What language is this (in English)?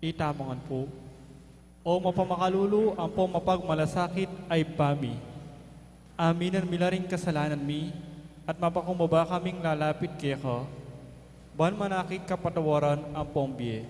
Pampanga